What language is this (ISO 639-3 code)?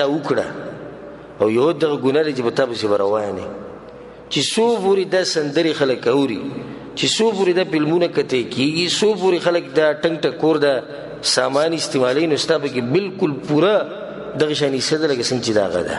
pus